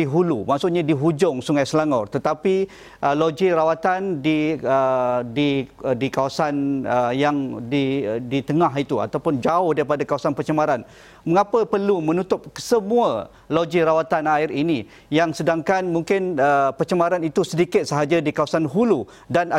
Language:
Malay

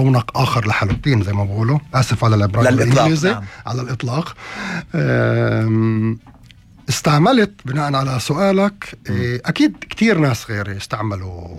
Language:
North Levantine Arabic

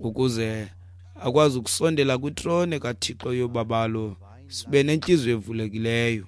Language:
Xhosa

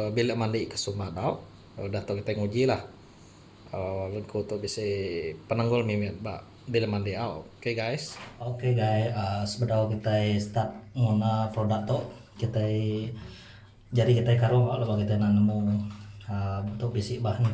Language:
Iban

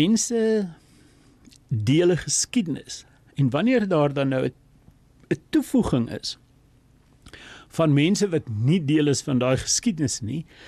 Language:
Afrikaans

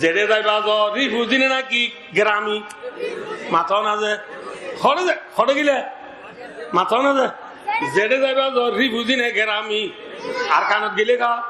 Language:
Rohingya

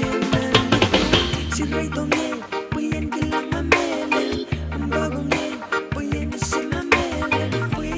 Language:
Pohnpeian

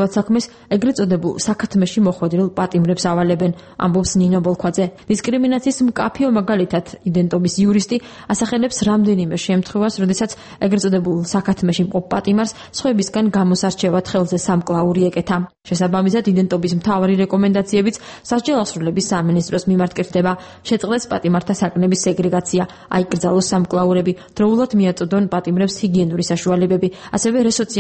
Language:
Georgian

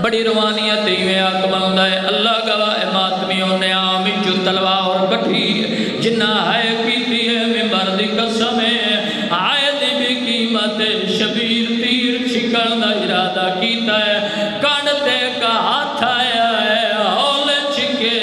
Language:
Saraiki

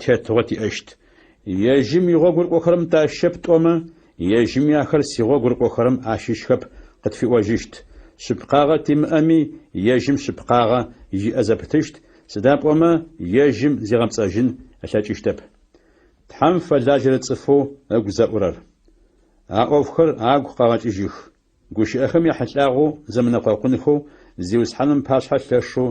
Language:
Adyghe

